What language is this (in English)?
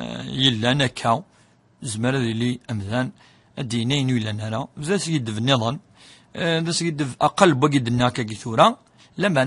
Kabyle